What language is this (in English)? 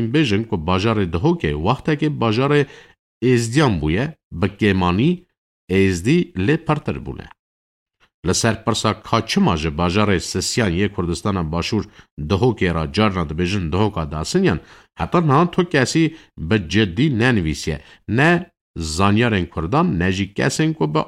Kurdish